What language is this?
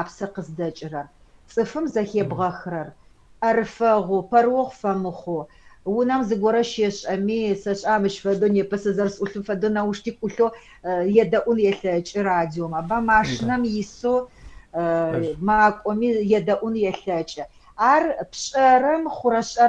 Adyghe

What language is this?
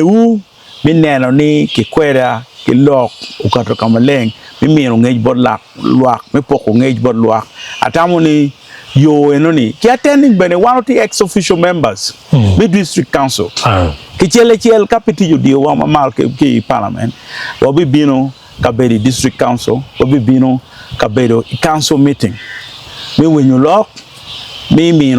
Acoli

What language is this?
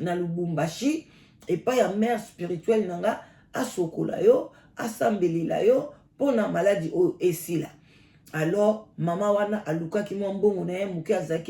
Lingala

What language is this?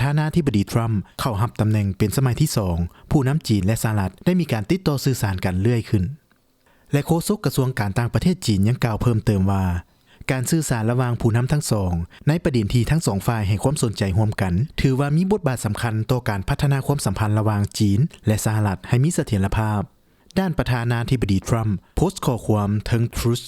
Lao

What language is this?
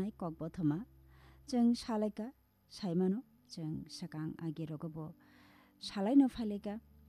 Kok Borok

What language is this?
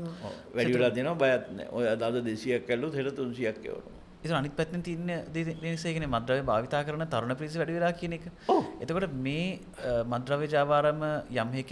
Sinhala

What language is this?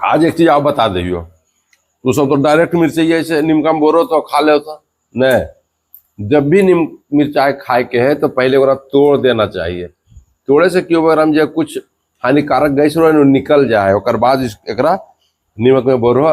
Magahi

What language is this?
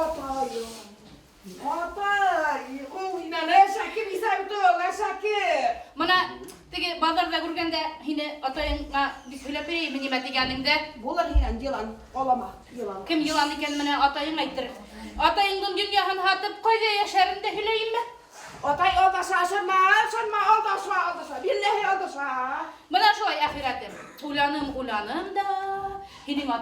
Bashkir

